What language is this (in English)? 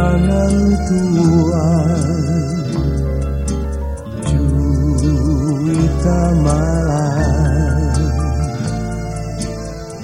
Indonesian